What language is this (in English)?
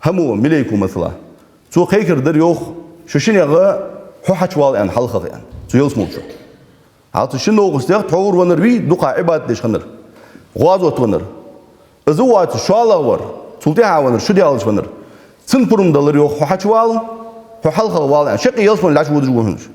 Ingush